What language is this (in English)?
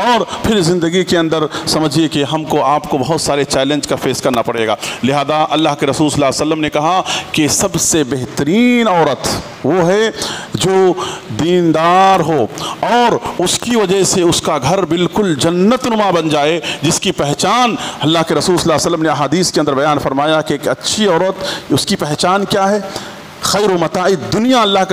Urdu